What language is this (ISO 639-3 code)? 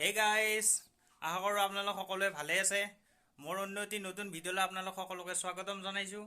asm